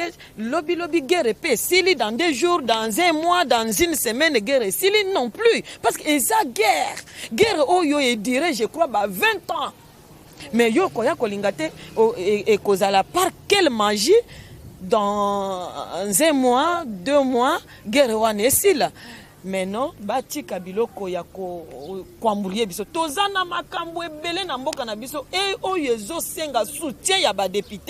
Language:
Lingala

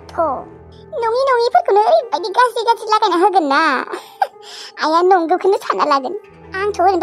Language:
Bodo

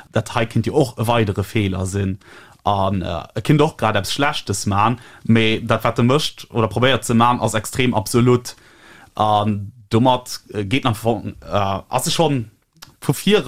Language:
Luxembourgish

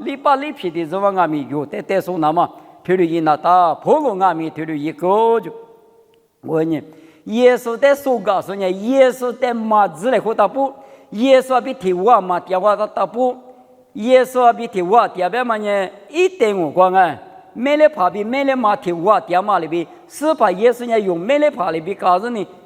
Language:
Lisu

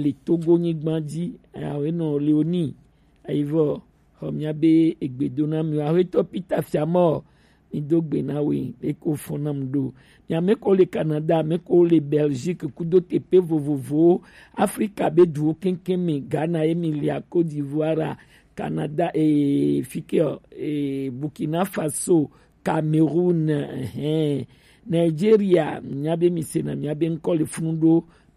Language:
Gen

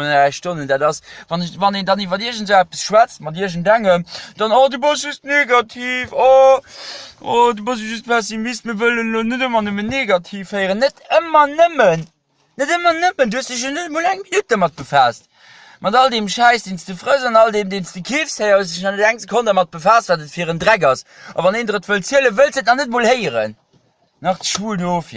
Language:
Luxembourgish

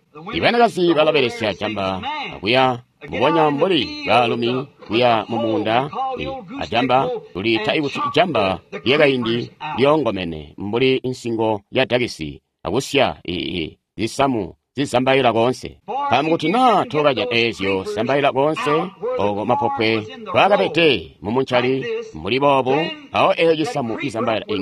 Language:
Tonga (Zambia)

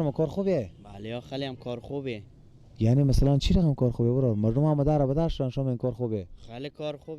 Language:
Persian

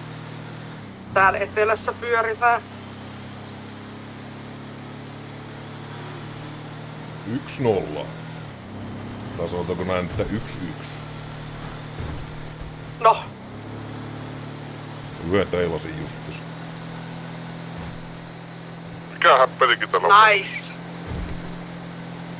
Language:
Finnish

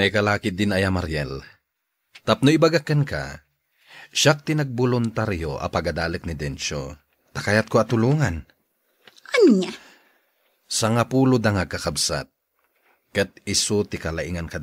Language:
Iloko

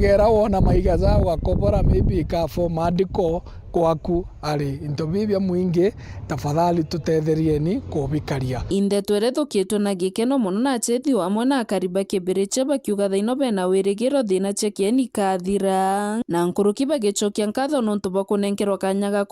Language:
Meru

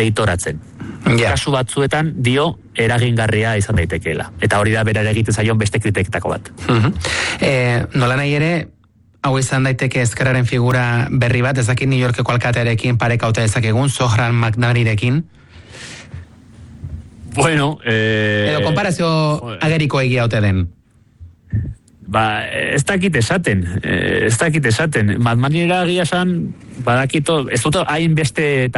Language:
Basque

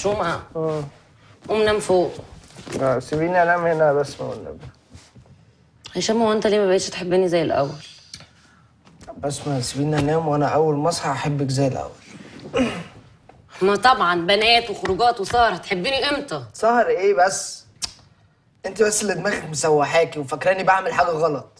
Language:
Egyptian Arabic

